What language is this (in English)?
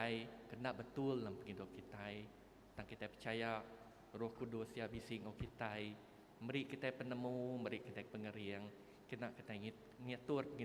Iban